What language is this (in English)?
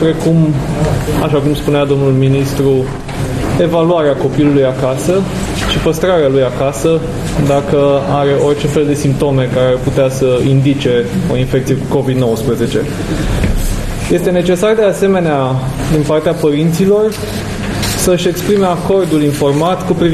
Romanian